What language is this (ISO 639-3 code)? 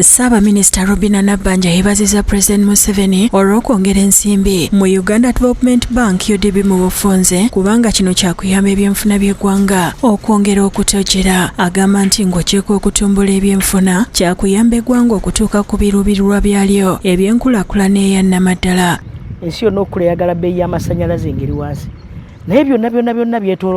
lug